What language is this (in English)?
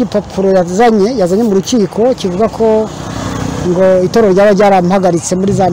Kinyarwanda